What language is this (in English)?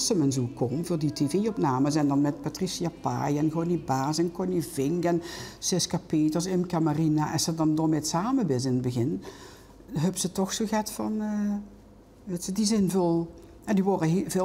Limburgish